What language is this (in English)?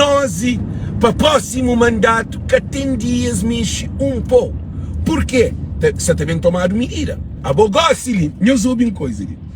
Kabuverdianu